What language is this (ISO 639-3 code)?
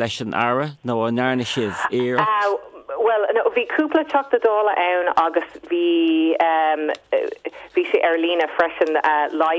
gle